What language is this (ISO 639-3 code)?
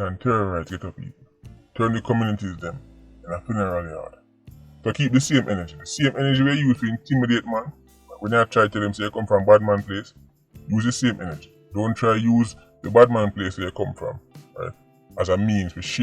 jam